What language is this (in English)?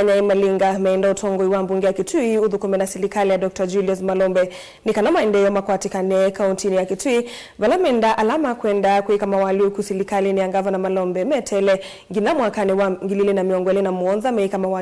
Kamba